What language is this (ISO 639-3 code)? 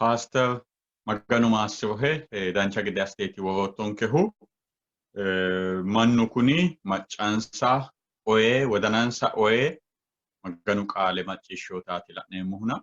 sid